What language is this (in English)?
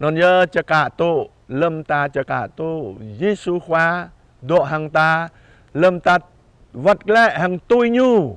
Jarai